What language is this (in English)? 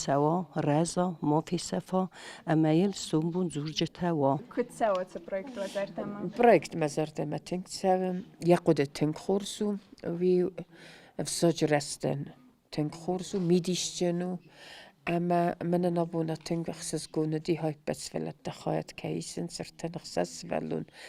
Ossetic